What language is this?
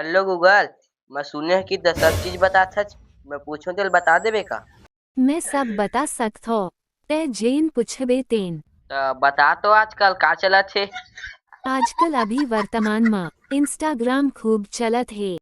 Chhattisgarhi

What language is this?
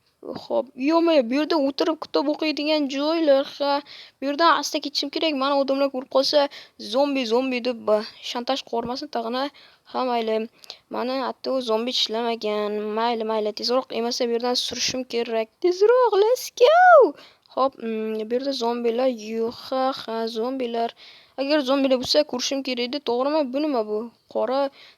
Uzbek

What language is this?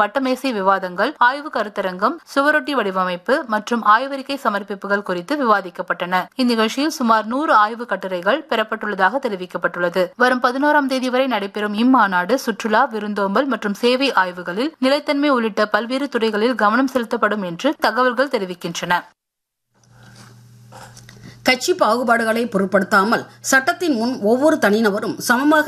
Tamil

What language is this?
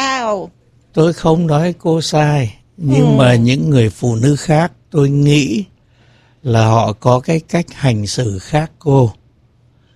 Vietnamese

